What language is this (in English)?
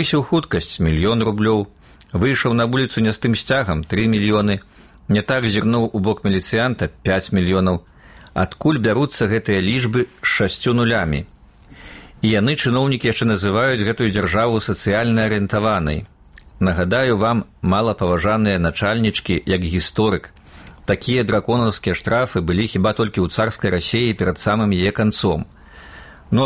Belarusian